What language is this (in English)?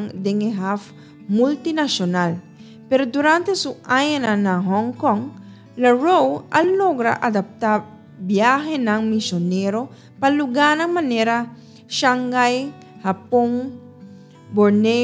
Papiamento